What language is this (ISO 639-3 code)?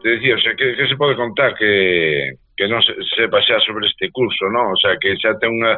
glg